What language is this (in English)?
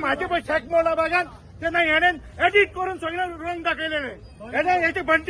Konkani